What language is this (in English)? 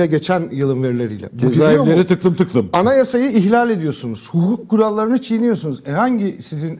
Turkish